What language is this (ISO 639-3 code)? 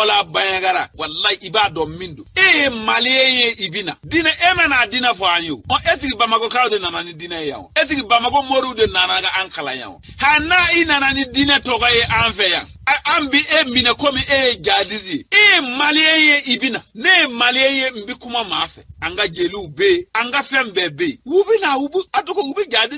bam